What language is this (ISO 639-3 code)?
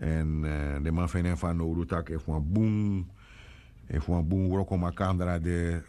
srn